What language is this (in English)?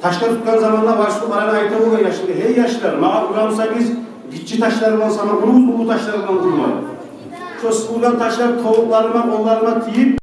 Kumyk